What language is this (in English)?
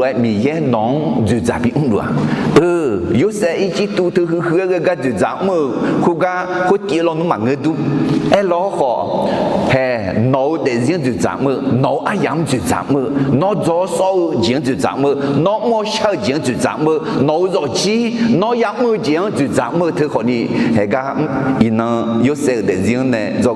Akha